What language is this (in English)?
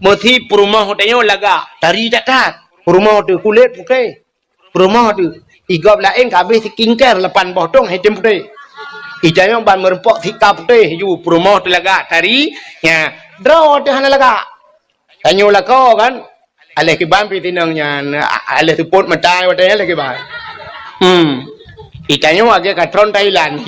Achinese